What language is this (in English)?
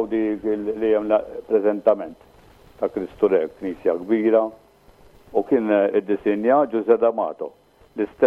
Maltese